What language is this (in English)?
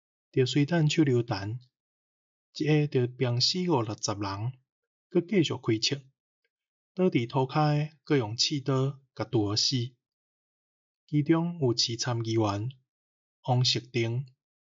Min Nan Chinese